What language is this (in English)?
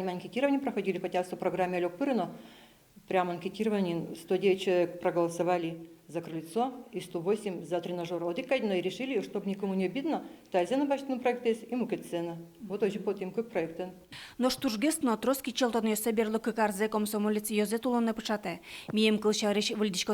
Udmurt